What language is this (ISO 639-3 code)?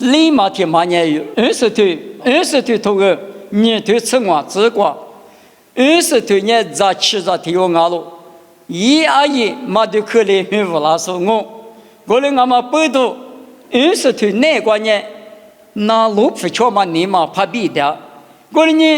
lis